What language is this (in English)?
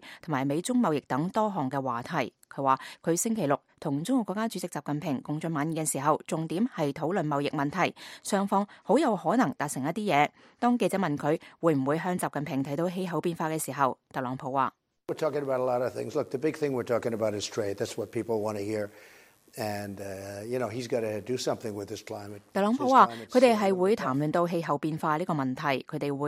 Cantonese